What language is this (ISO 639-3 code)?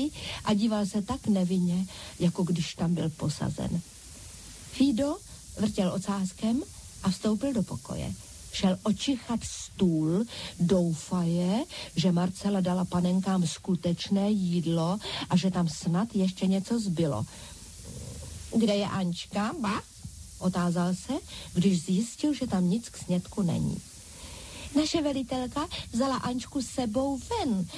ces